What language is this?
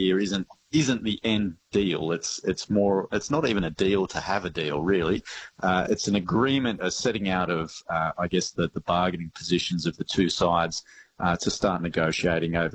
English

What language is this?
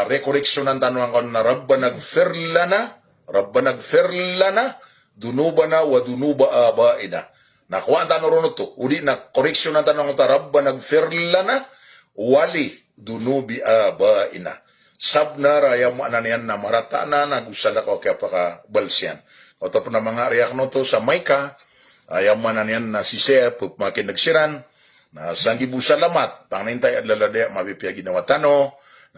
Maranao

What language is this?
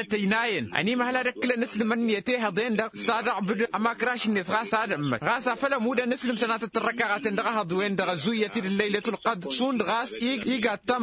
Tamasheq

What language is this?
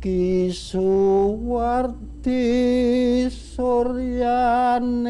Javanese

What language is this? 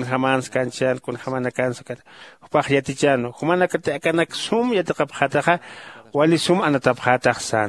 Aymara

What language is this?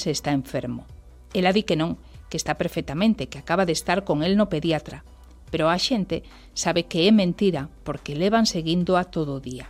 Galician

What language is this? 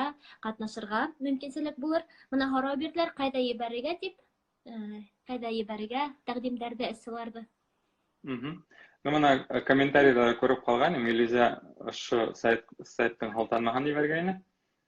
Bashkir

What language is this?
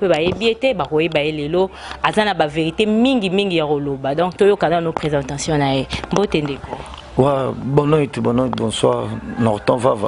Lingala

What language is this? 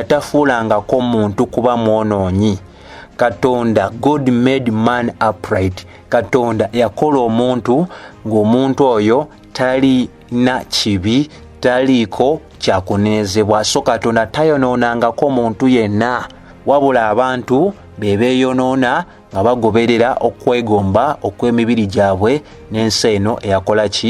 Ganda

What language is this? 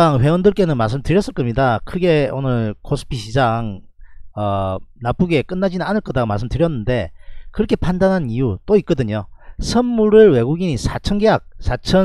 Korean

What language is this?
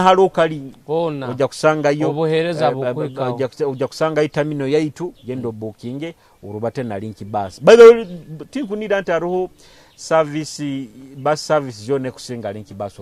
Nyoro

